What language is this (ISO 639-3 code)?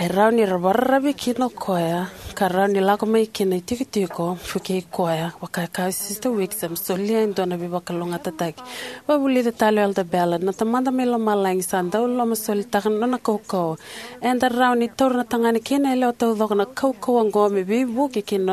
fij